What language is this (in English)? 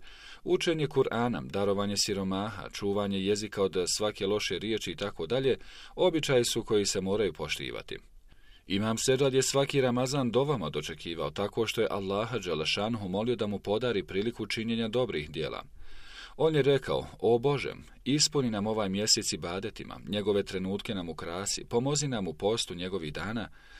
Bosnian